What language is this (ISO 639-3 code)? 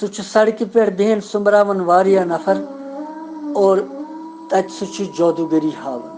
kas